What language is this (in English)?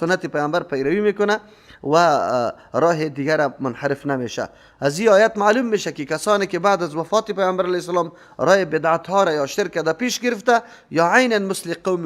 Persian